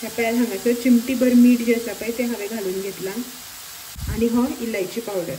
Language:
Konkani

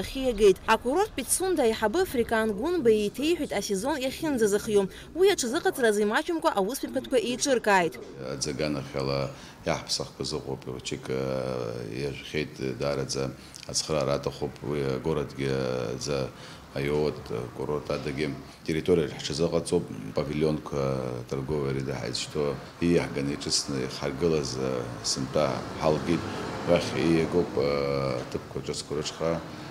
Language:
Abkhazian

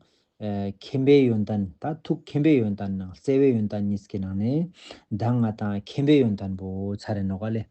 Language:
Tibetan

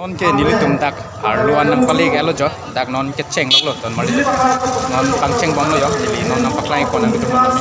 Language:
Karbi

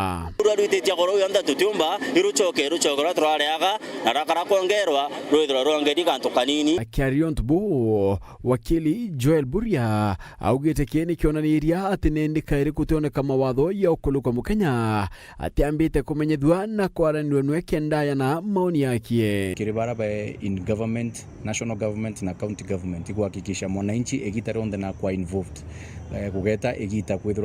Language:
Meru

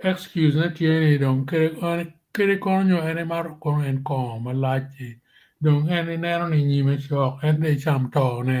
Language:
Acoli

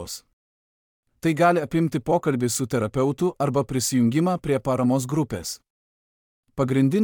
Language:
Lithuanian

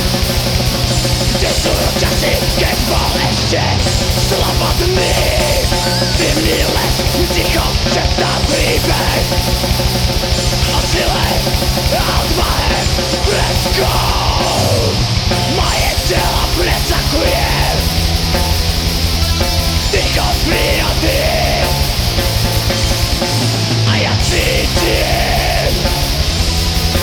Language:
Slovak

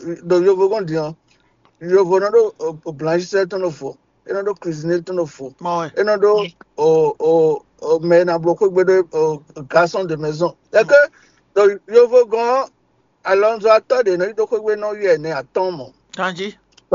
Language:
Fon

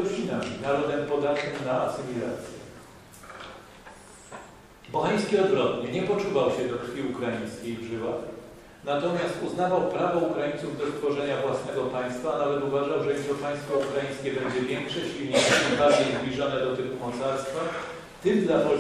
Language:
Polish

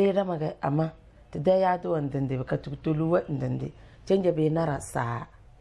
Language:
Tem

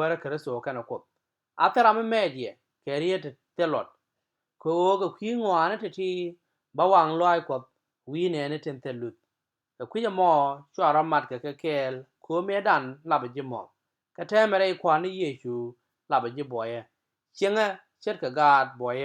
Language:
Nuer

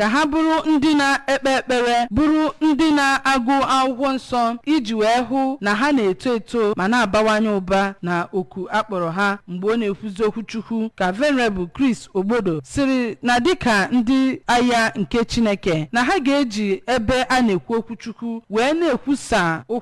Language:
Igbo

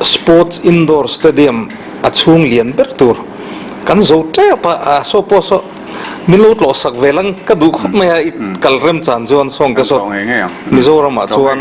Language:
Mizo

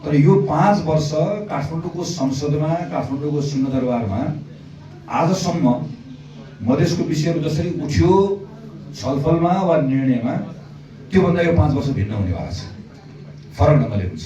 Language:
Nepali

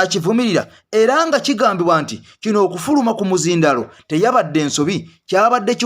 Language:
Ganda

